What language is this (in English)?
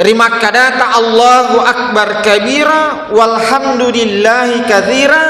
Buginese